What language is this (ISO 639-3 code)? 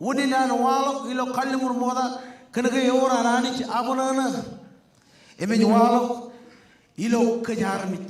mah